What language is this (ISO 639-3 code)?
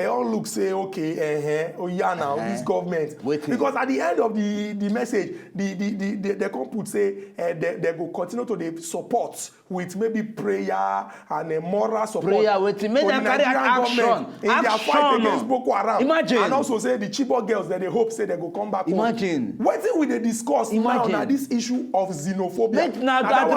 pcm